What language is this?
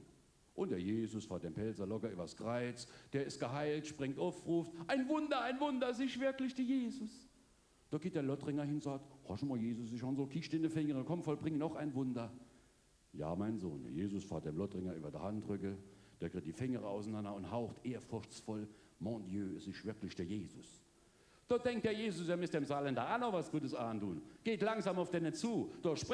Palatine German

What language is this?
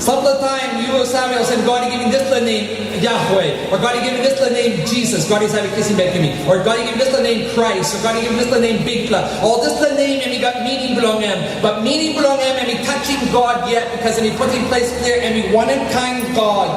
Tok Pisin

